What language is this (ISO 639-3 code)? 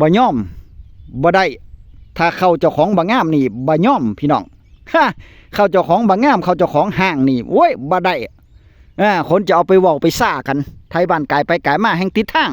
tts